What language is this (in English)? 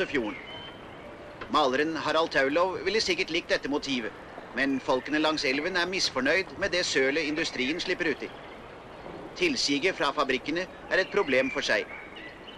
Norwegian